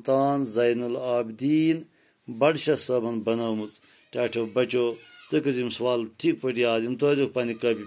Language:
Kashmiri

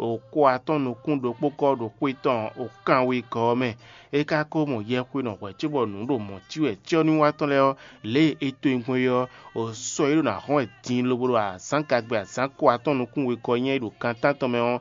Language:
Fon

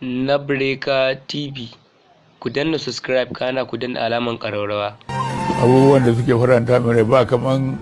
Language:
Hausa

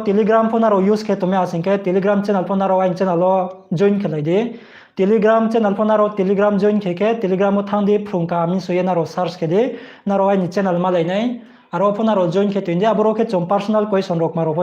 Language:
Riang (India)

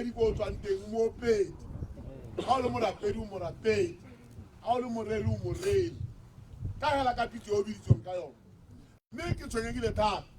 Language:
Tswana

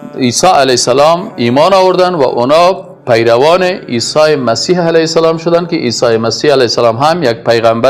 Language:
Persian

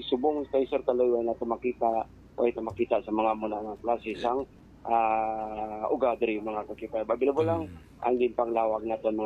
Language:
Hiligaynon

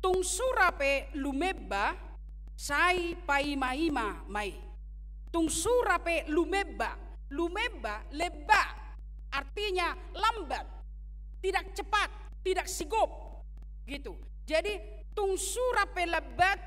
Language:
Batak Toba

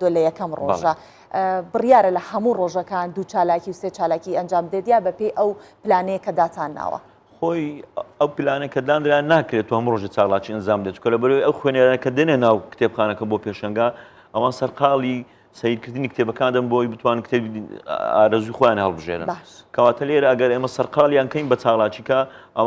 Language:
Central Kurdish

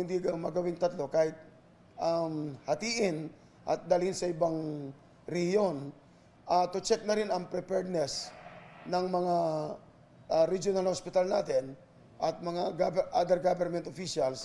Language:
Filipino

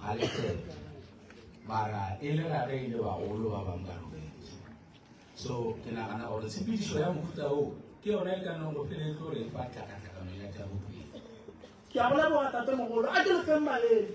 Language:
Northern Sotho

